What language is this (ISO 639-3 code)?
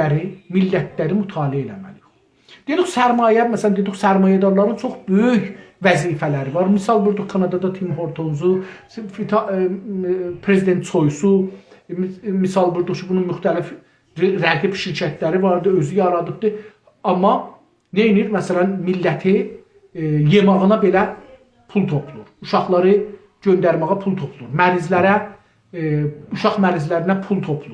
azb